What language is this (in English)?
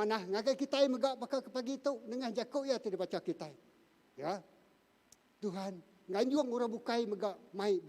Iban